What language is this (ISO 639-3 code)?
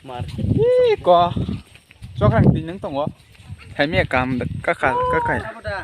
trp